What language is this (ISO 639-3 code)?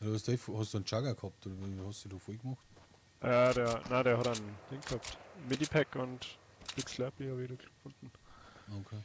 bar